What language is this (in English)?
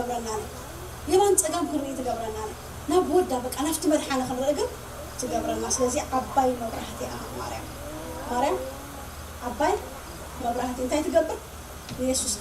Tigrinya